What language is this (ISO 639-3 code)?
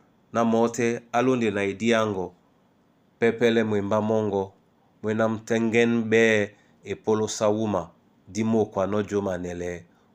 dua